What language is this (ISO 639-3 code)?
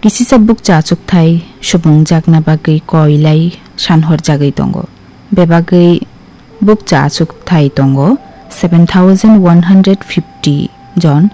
trp